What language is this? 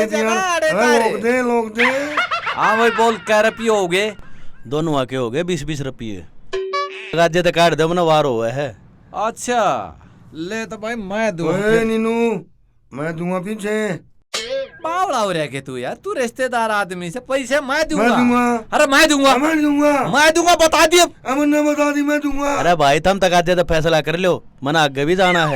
Haryanvi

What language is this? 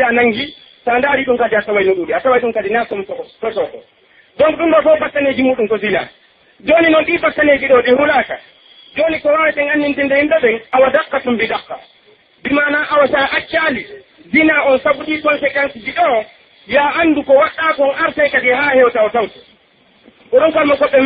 Pular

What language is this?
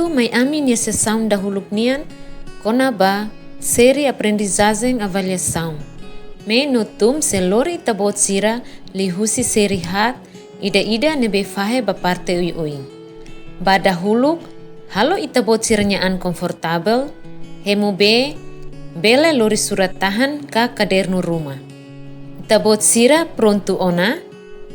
Tetum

